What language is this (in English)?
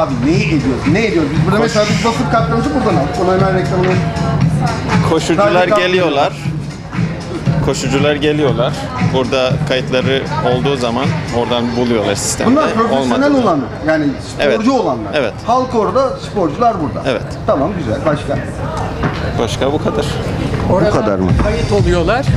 Turkish